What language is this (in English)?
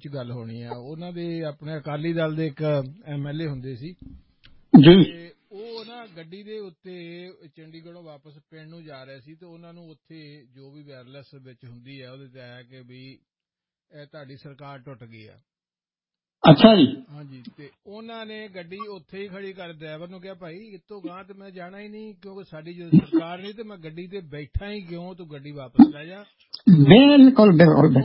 Punjabi